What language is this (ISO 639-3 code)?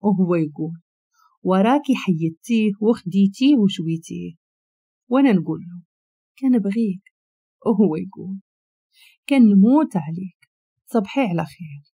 ary